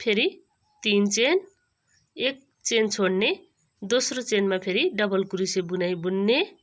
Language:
Nepali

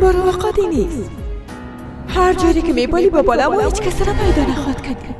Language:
Persian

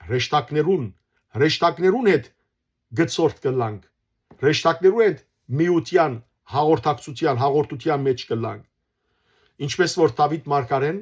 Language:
Western Armenian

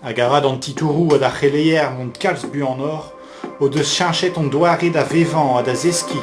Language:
Breton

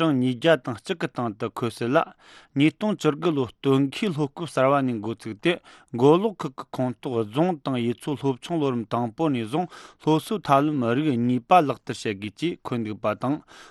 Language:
Tibetan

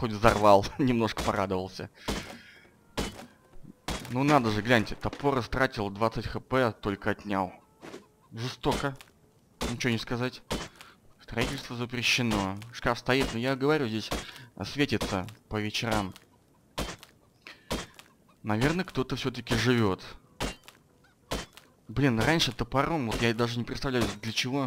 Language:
Russian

